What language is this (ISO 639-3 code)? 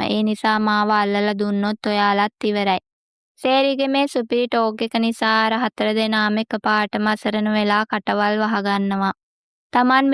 sin